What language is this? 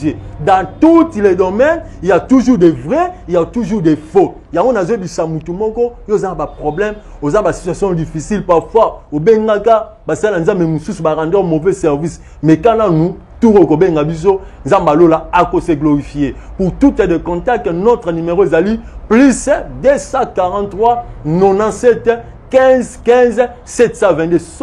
Lingala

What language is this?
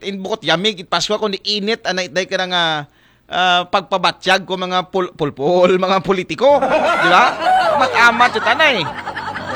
Aklanon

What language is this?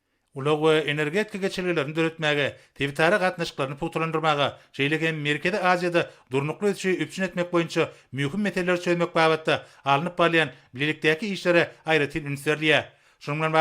Turkmen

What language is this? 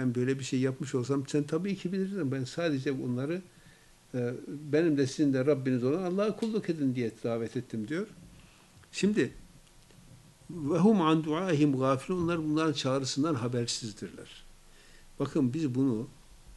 Turkish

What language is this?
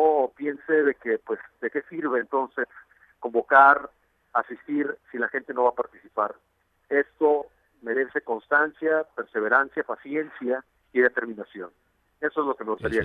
Spanish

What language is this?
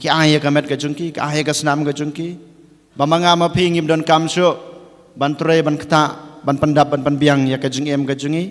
Khasi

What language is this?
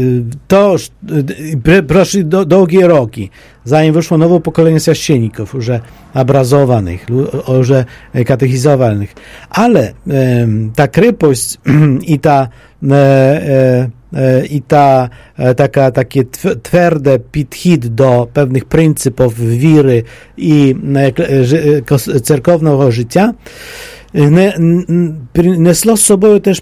Polish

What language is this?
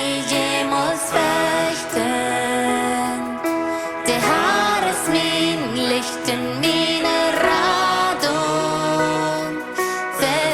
Plautdietsch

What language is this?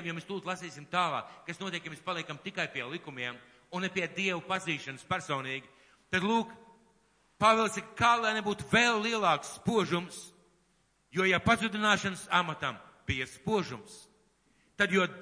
Latvian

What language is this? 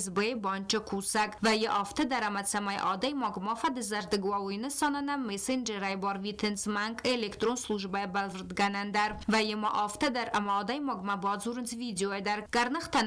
Ossetic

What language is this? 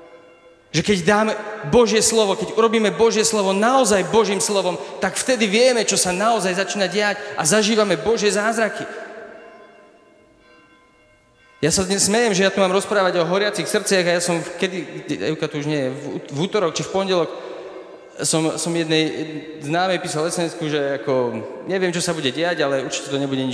Slovak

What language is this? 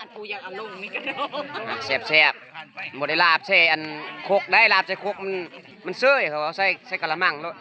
Lao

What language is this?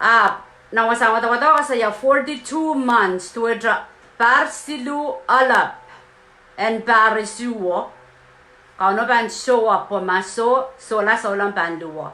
Pohnpeian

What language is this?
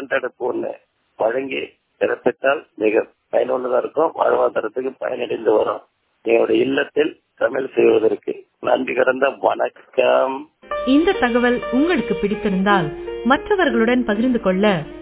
Tamil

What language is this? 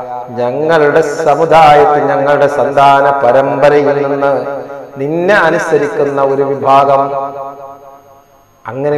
Malayalam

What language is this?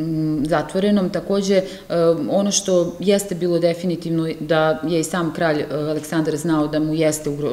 Serbian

